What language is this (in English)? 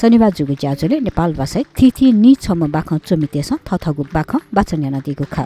Newari